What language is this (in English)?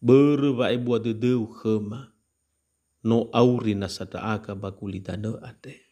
Nias